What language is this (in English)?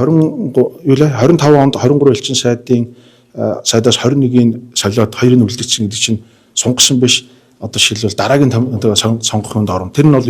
Mongolian